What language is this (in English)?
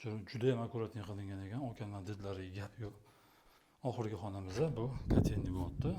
Uzbek